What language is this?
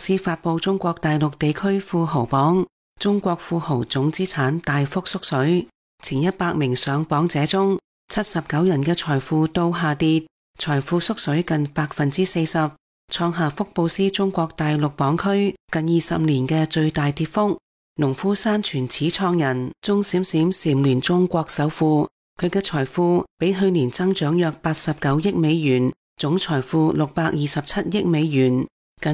Cantonese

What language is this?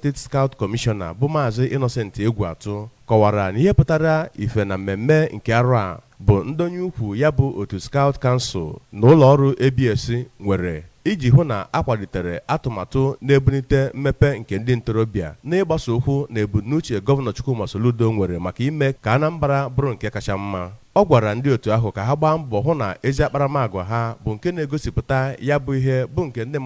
Igbo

